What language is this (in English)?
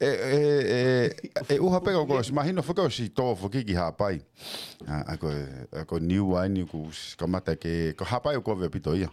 Tongan